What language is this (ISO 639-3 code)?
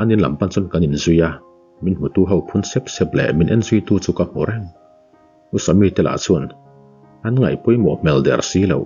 lus